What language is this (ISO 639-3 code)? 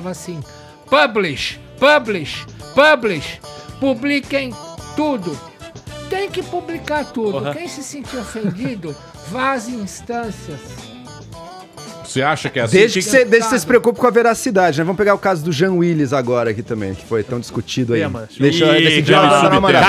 por